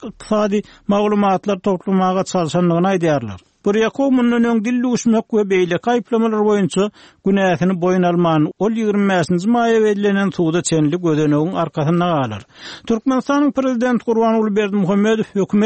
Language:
Turkmen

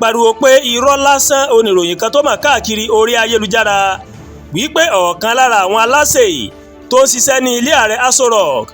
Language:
Yoruba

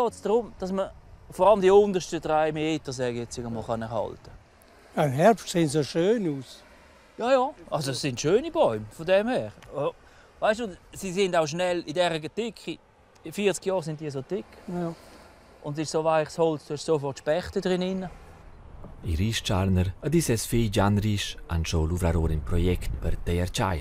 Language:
Romansh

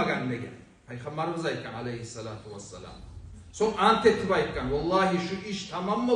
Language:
Kumyk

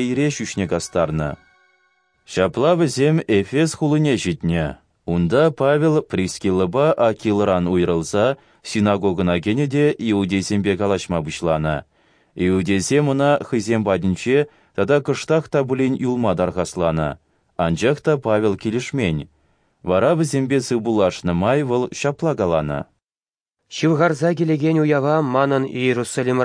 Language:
Chuvash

